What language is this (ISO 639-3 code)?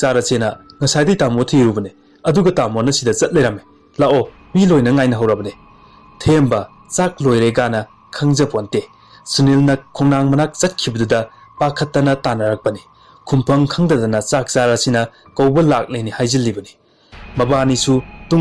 mni